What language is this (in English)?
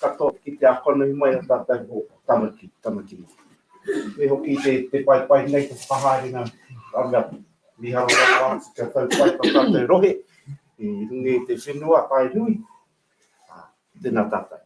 Māori